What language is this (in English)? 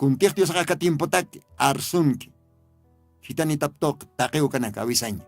Aymara